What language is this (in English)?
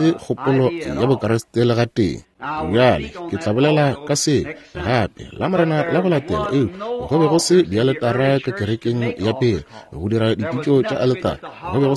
Northern Sotho